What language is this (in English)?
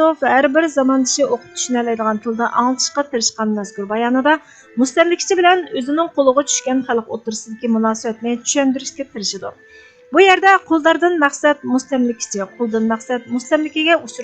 Uyghur